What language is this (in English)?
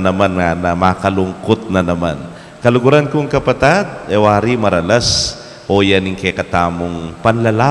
Pampanga